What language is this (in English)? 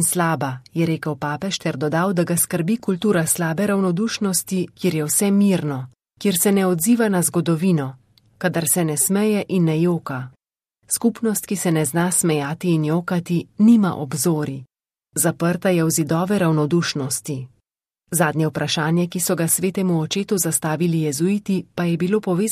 Slovenian